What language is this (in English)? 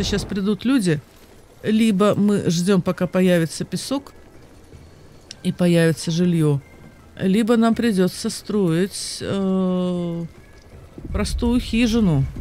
Russian